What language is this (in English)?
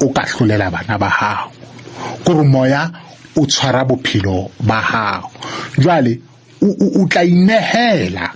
Southern Sotho